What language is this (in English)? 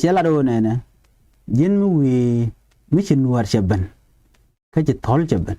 Nuer